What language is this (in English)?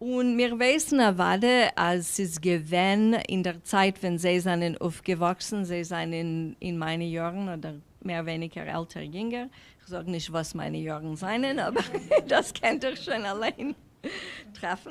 Yiddish